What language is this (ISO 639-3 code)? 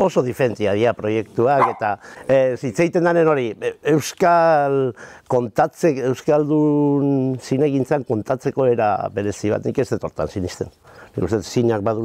eus